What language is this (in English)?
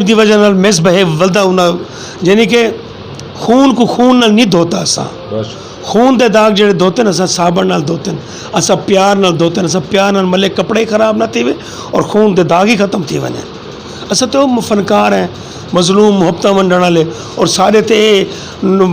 Saraiki